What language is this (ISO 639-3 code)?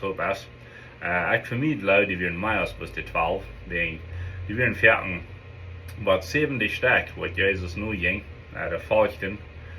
pdt